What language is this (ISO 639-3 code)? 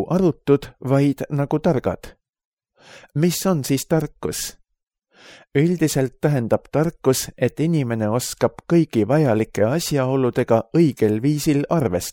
est